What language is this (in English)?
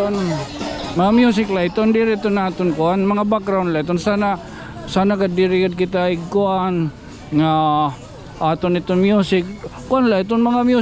Waray